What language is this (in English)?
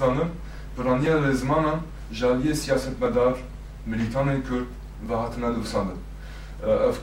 Kurdish